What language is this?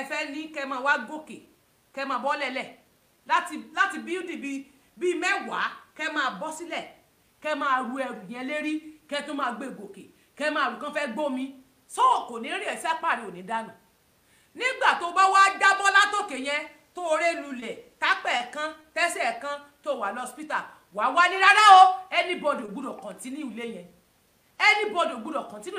Yoruba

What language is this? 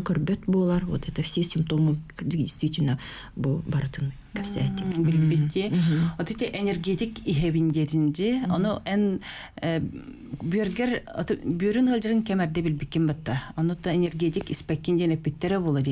Yakut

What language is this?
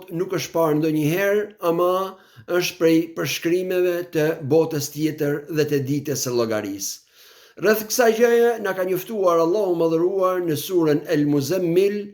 Albanian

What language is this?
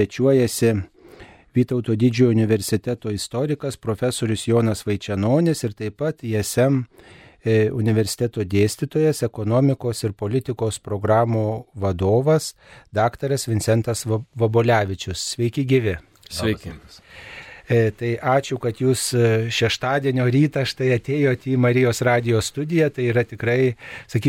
Lithuanian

